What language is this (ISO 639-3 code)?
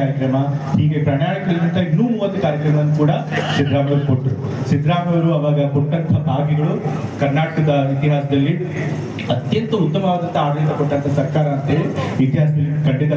kan